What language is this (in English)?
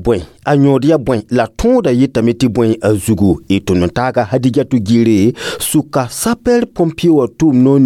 Mossi